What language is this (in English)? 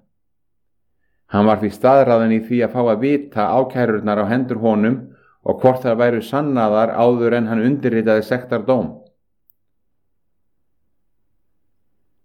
Icelandic